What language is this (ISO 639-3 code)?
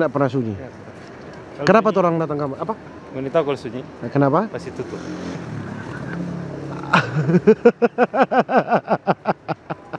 ind